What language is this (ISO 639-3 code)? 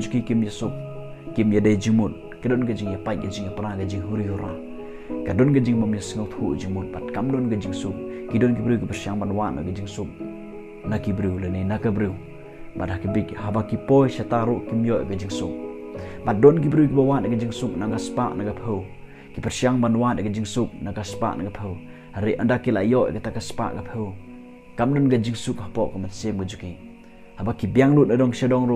kha